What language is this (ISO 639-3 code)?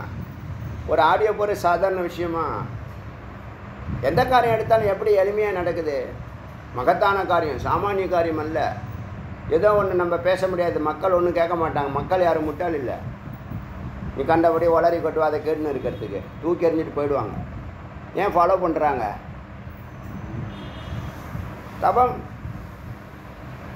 tam